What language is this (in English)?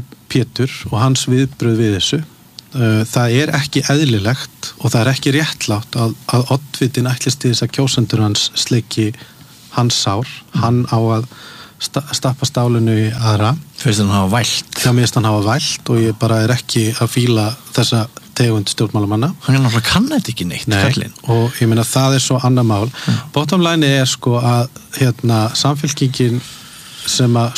Icelandic